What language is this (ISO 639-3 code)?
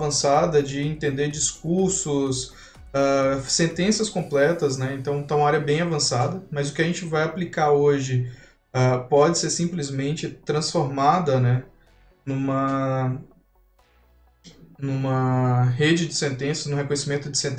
por